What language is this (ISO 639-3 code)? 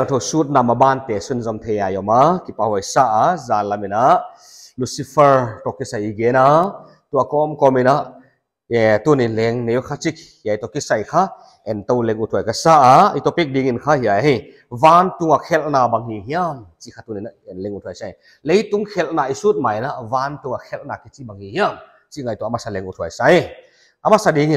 pck